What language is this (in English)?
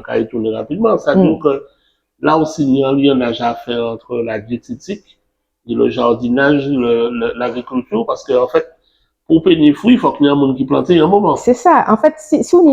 Guadeloupean Creole French